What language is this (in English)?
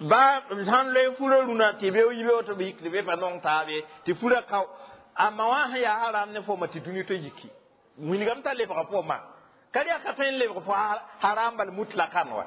Mossi